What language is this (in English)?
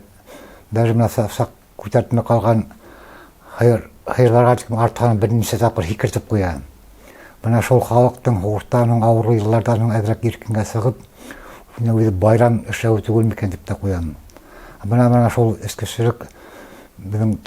Bashkir